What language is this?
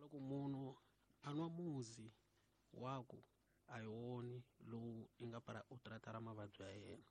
Tsonga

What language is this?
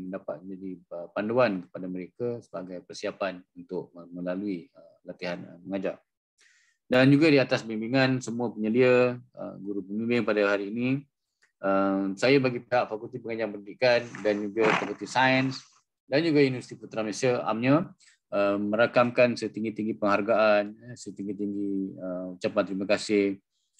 Malay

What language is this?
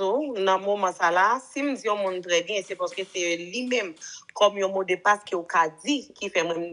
Haitian Creole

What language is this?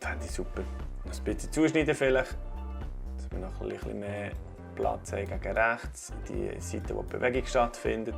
Swiss German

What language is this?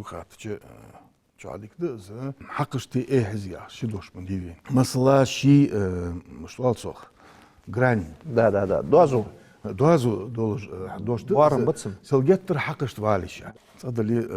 Ingush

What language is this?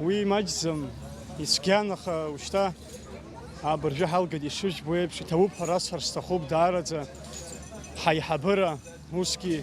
Abkhazian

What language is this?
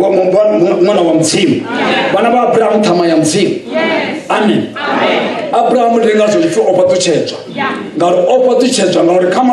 Venda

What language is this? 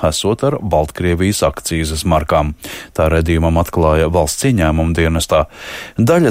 Latvian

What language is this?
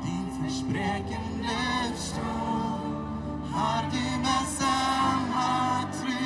Plautdietsch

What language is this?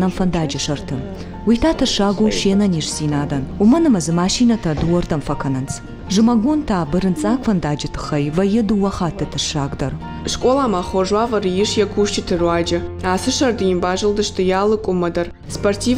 Ossetic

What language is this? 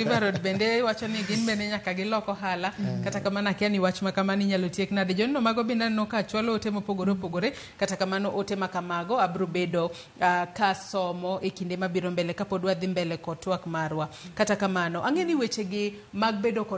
Luo (Kenya and Tanzania)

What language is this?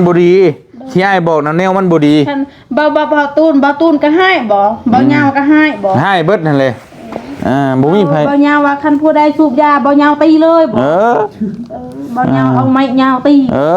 Northeastern Thai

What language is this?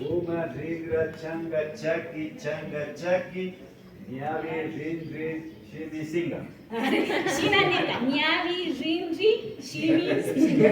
Imbabura Highland Quichua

